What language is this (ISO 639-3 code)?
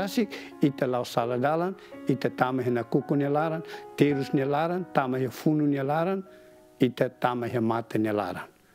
tet